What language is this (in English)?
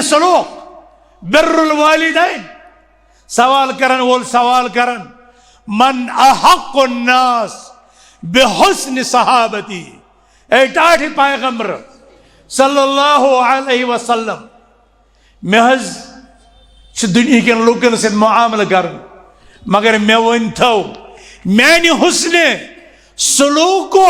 Kashmiri